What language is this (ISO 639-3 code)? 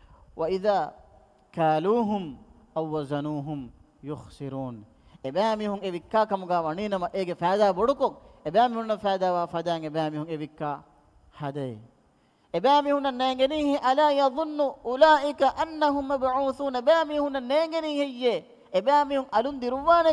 div